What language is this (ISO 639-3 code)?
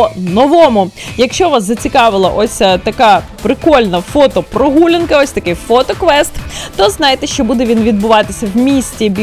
ukr